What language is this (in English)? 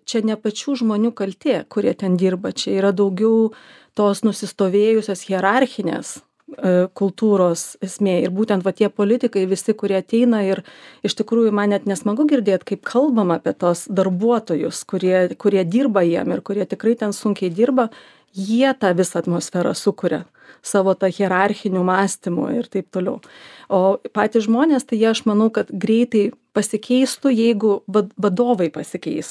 Lithuanian